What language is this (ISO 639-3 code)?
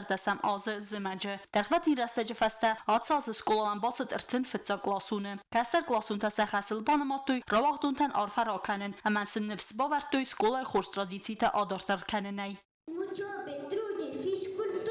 oss